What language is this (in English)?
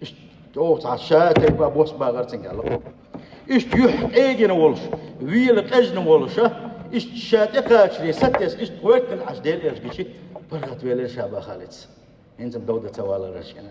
Chechen